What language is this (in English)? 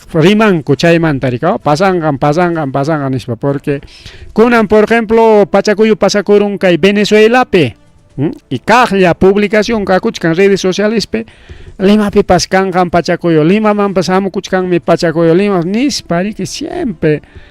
Ayacucho Quechua